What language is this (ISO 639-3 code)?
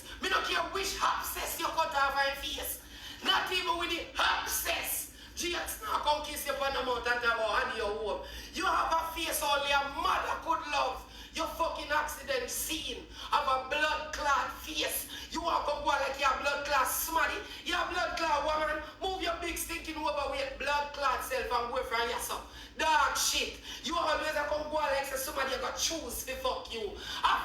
jam